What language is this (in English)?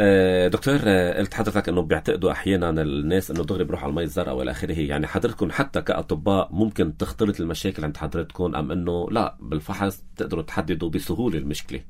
North Levantine Arabic